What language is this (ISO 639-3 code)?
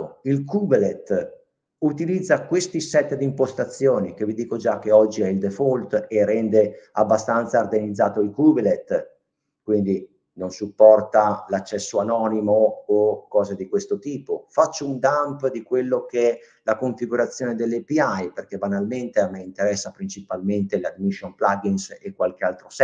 ita